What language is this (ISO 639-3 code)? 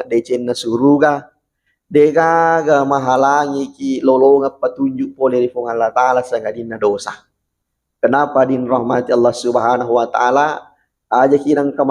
bug